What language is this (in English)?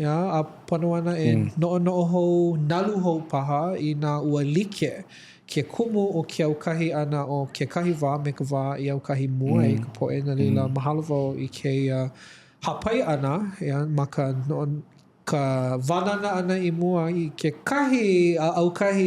Hawaiian